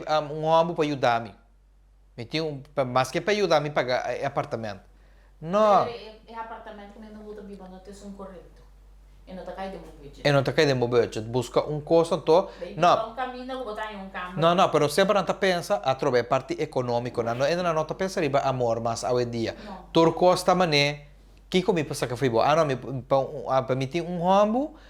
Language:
Papiamento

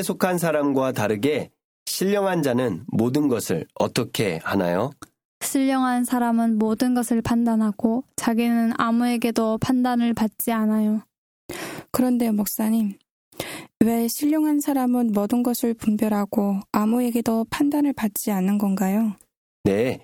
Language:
Korean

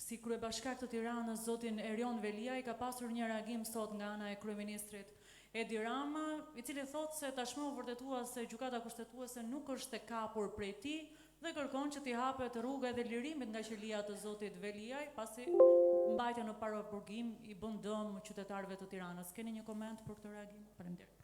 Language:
Albanian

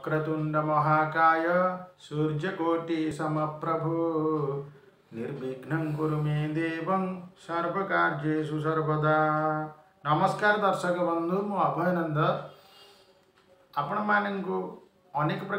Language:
Odia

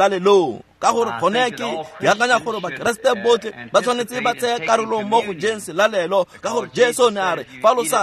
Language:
Tswana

